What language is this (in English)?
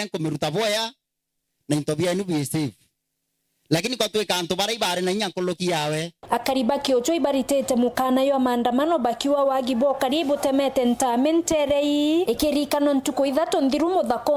Meru